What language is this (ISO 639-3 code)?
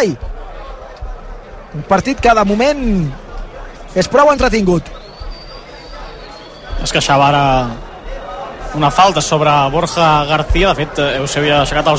cat